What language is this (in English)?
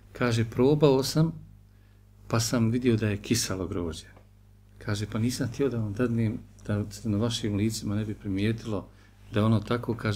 Bosnian